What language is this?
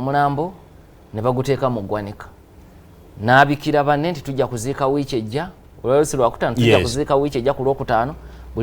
Ganda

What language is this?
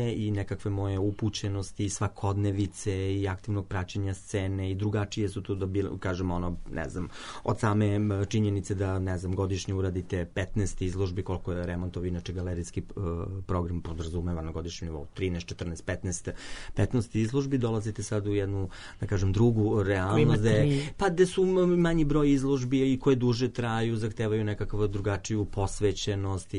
Serbian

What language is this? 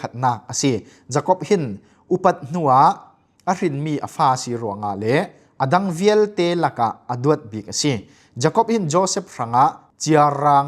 Falam Chin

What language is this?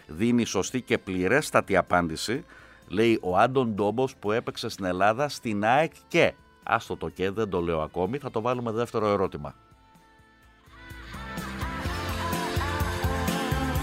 Greek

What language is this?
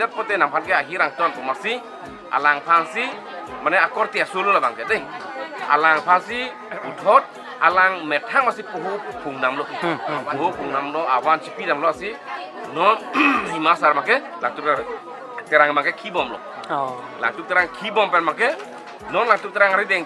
Karbi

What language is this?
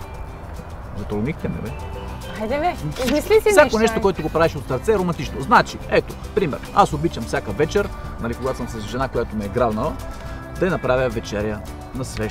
Bulgarian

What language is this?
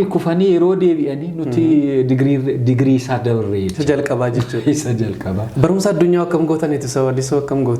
Oromo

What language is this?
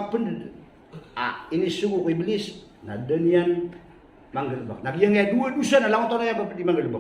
Maranao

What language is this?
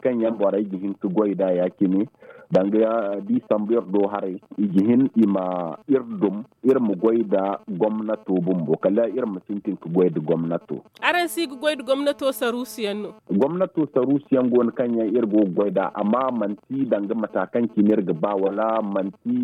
Zarma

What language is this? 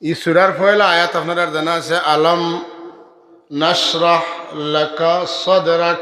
Sylheti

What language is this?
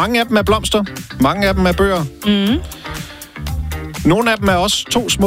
Danish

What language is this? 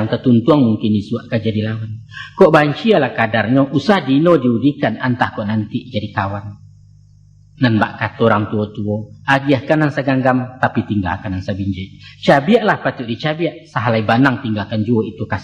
Minangkabau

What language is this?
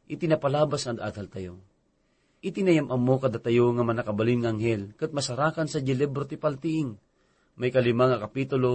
Iloko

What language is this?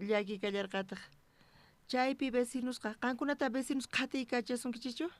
South Bolivian Quechua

